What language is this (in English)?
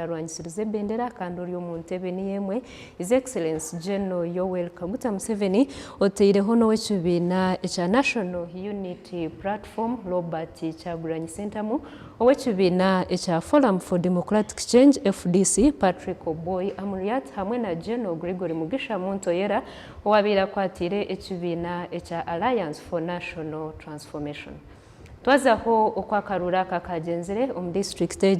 Nyankole